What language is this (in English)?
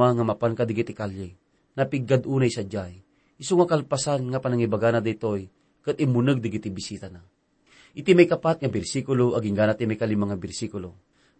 Iloko